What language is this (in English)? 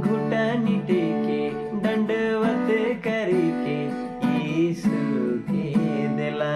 Sadri